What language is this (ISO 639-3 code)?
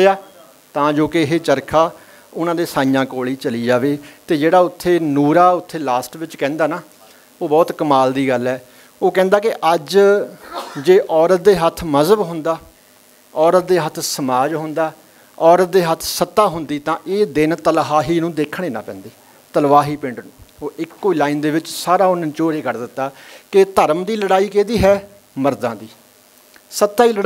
pan